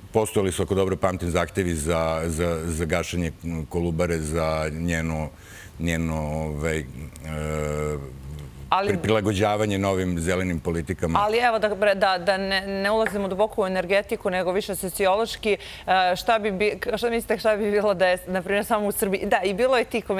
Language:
Serbian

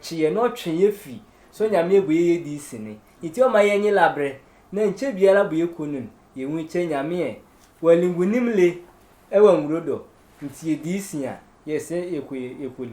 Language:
Sehwi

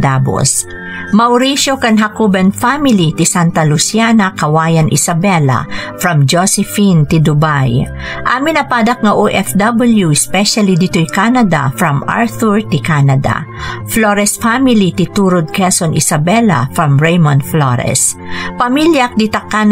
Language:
Iloko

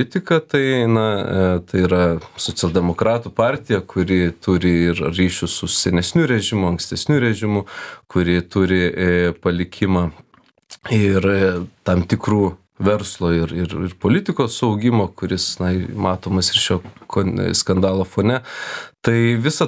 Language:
Lithuanian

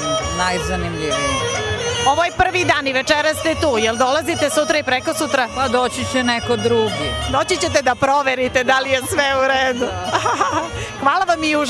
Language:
Serbian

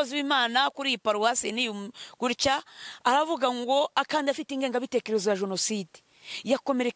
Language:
Kinyarwanda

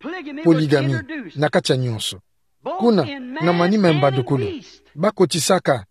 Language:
Kituba (Democratic Republic of Congo)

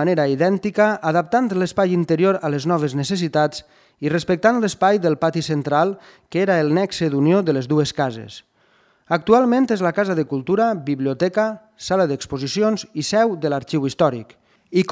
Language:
Catalan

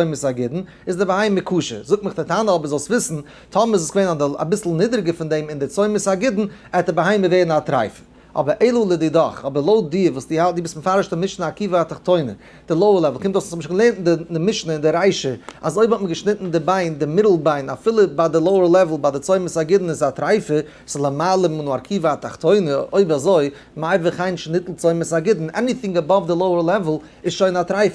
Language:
Yiddish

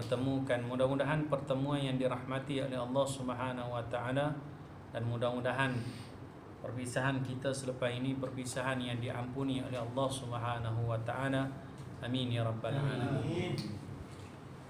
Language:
Malay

